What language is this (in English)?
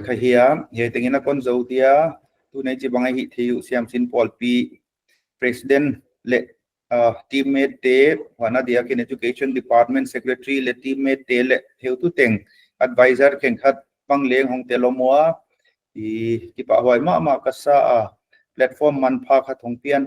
Paite Chin